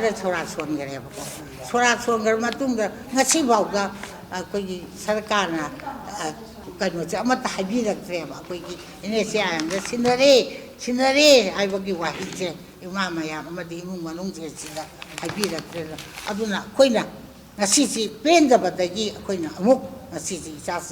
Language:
Manipuri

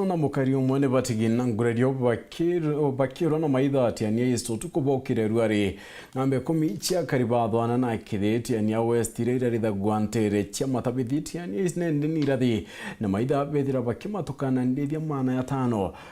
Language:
Meru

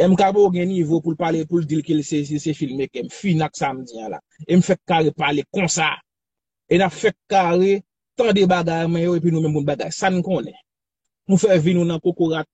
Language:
Haitian Creole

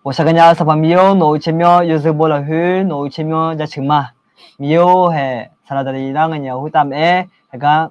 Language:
Akha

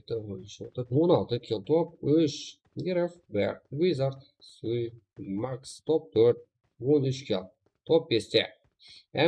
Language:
Kara-Kalpak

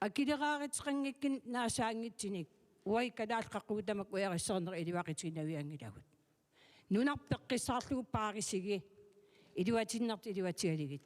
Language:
Kalaallisut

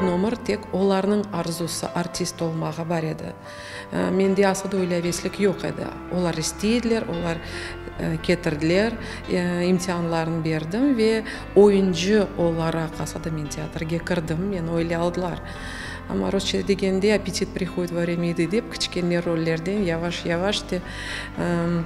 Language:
Crimean Tatar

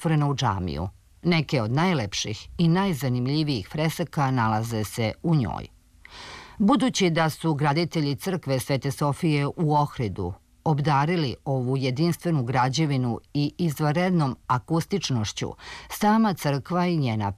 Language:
Serbian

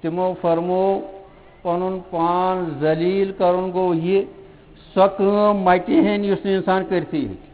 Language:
Kashmiri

